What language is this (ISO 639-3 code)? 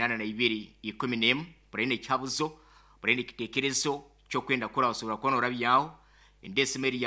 nyn